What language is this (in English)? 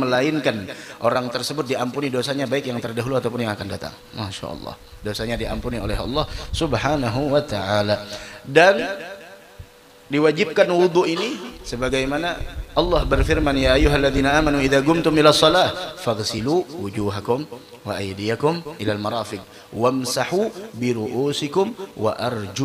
Indonesian